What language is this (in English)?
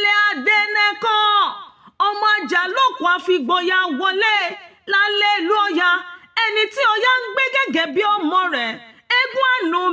Yoruba